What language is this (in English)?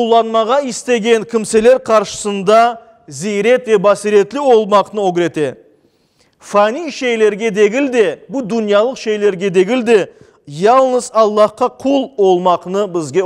Crimean Tatar